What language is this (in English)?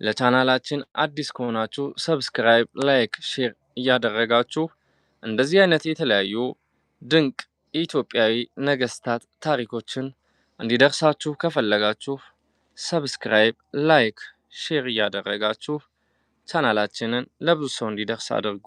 Amharic